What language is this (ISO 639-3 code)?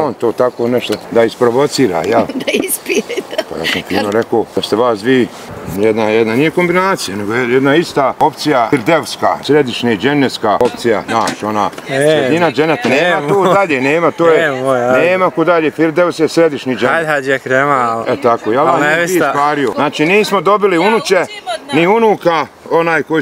bos